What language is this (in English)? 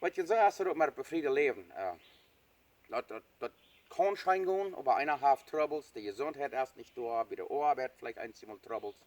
Plautdietsch